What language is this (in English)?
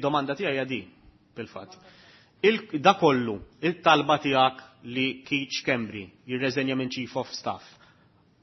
Maltese